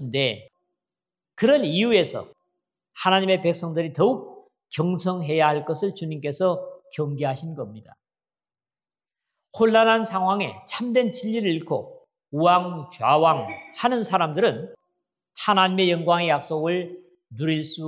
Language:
Korean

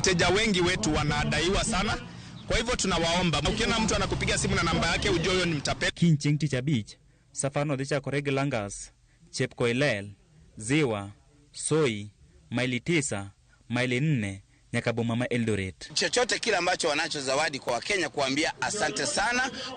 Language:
Luo (Kenya and Tanzania)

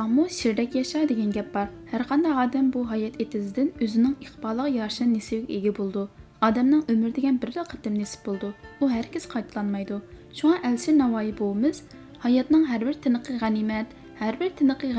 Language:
Uyghur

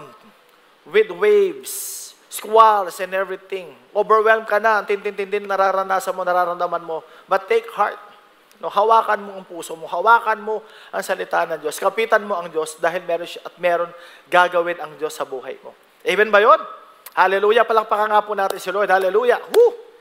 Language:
Filipino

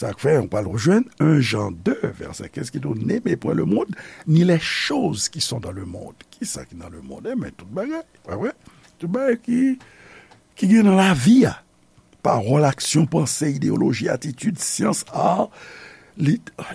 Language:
Haitian Creole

